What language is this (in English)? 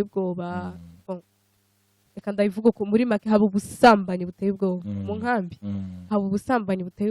Rundi